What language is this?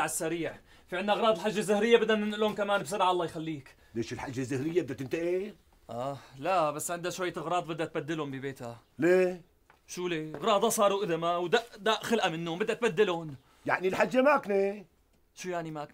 North Levantine Arabic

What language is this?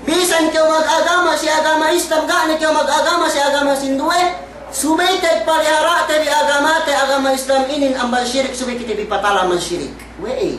Yakan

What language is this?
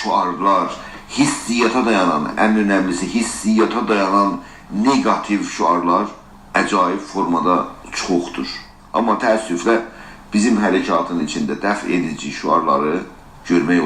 South Azerbaijani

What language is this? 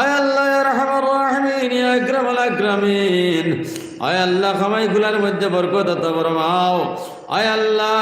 Sylheti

